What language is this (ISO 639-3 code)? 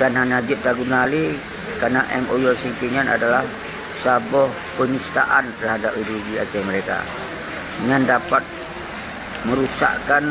ace